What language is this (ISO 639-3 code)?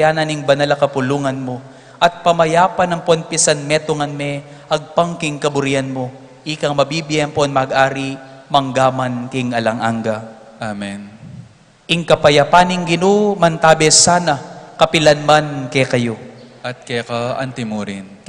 pam